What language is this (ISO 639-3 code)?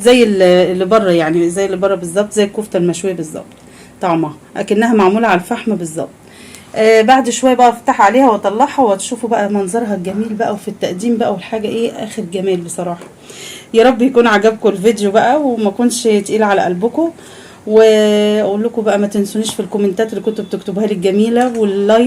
arz